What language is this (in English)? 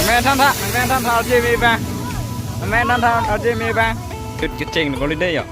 Karbi